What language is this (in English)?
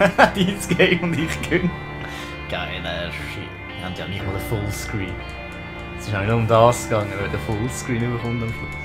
Swiss German